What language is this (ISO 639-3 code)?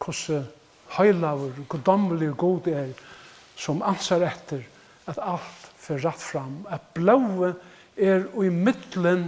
fao